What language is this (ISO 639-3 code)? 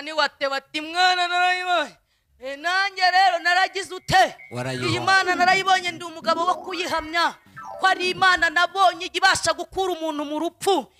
kin